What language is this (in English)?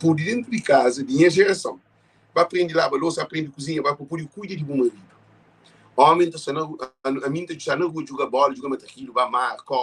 Kabuverdianu